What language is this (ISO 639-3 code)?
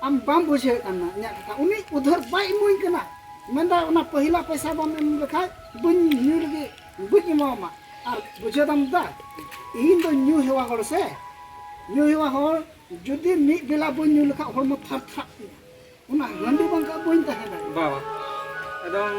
sat